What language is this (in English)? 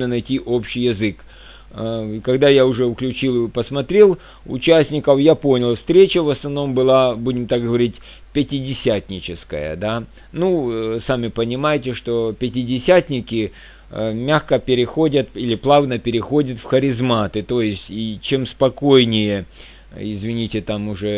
Russian